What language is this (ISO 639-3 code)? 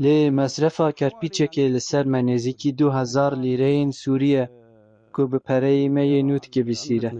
kur